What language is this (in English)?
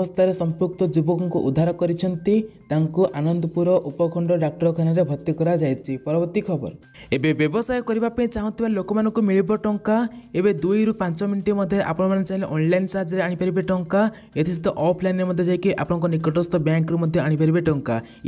Odia